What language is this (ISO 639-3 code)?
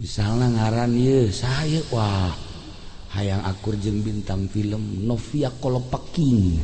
sun